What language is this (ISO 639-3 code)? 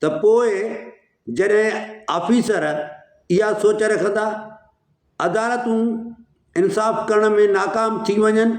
snd